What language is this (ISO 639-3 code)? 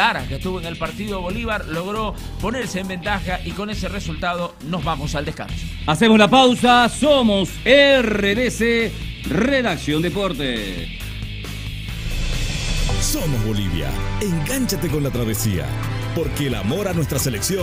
spa